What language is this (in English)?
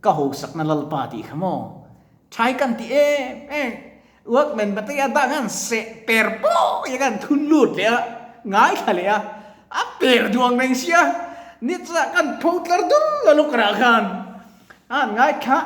Mizo